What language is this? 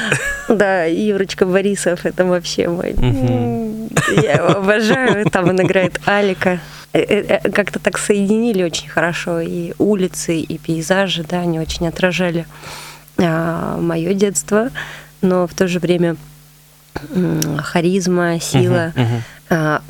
Russian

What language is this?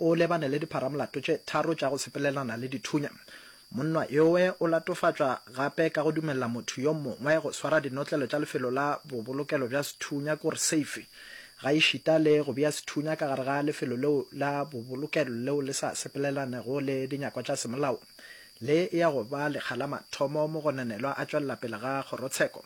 Northern Sotho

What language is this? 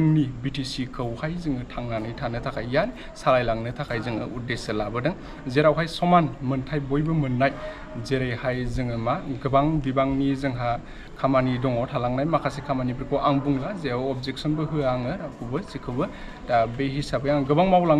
Bodo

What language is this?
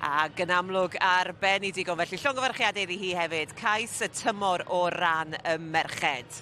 Welsh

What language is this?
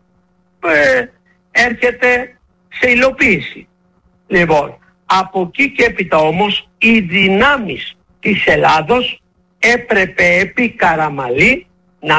Greek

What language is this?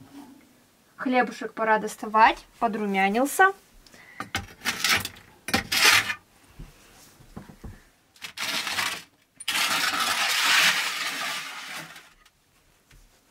Russian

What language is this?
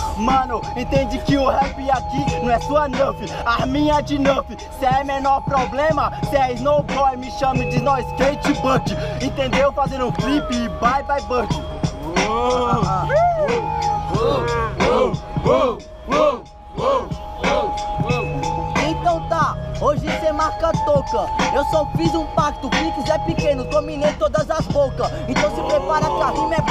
Portuguese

